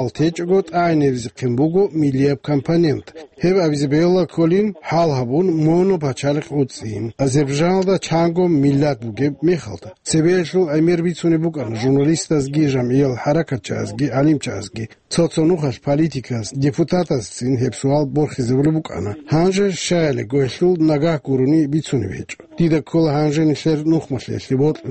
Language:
Avaric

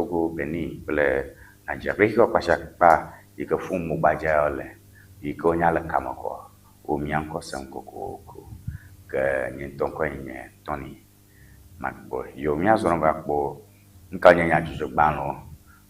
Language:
Ewe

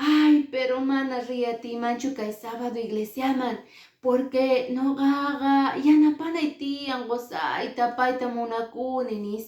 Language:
Quechua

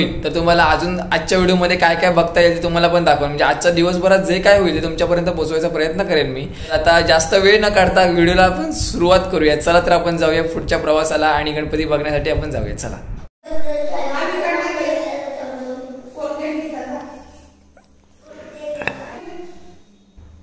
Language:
Marathi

